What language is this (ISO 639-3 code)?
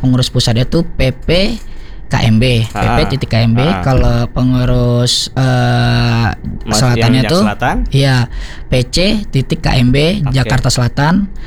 ind